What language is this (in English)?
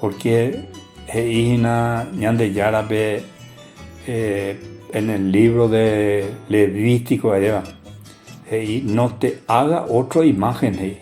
Guarani